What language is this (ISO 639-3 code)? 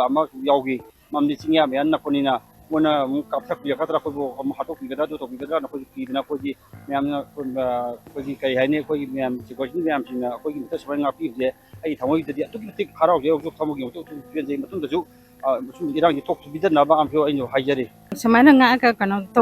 mni